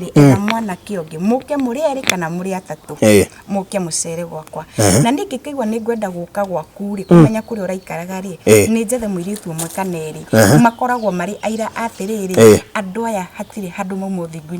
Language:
Kikuyu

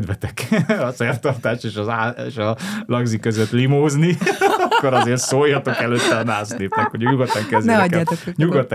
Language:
Hungarian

